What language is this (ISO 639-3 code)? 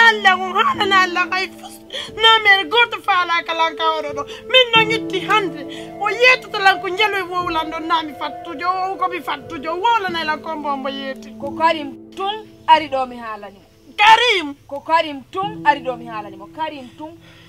fuf